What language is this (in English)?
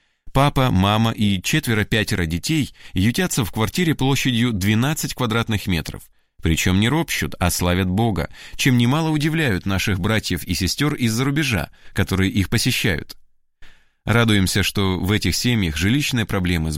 Russian